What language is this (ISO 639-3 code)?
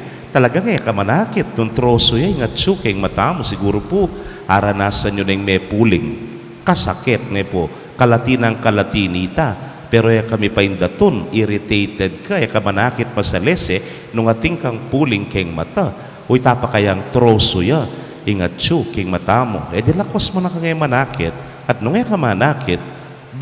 pam